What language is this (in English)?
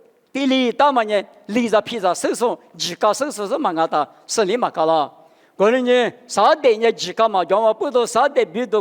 Lisu